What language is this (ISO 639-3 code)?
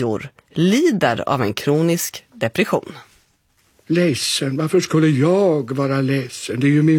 swe